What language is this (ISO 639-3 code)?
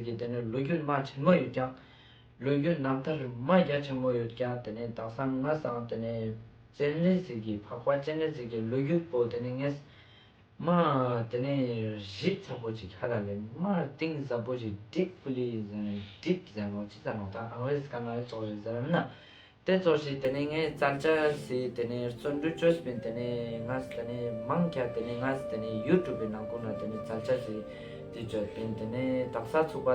lbj